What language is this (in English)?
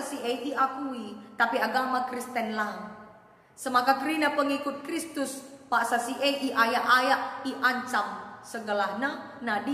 Batak Karo